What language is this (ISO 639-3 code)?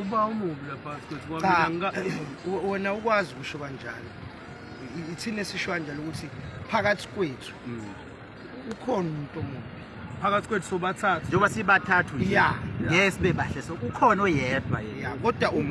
zul